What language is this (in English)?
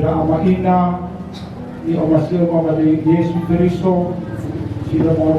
Nias